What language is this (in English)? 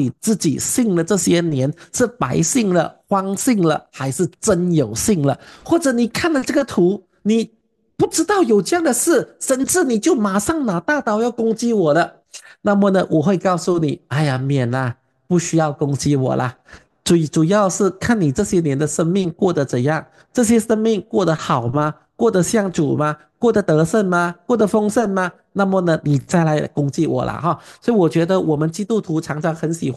Chinese